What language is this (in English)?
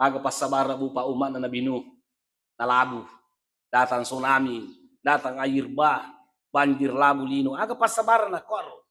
Buginese